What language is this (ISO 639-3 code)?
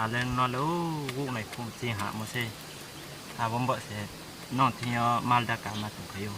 ria